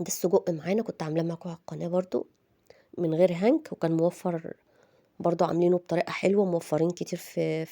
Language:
Egyptian Arabic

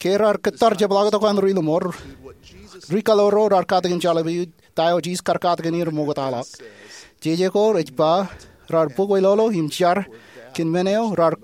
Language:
Marshallese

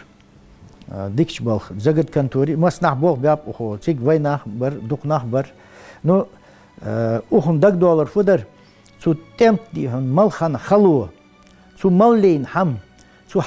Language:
Ingush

